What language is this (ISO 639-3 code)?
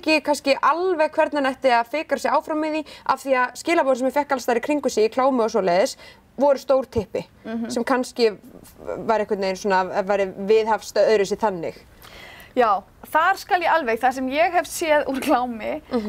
isl